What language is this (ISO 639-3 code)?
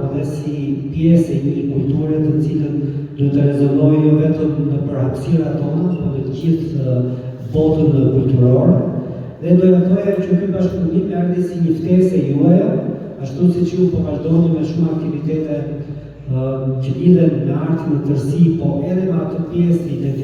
sqi